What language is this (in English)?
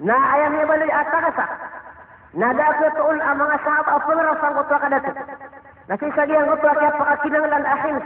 Maranao